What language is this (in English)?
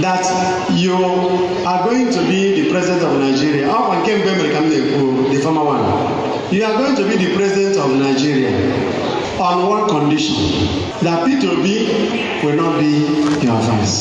Igbo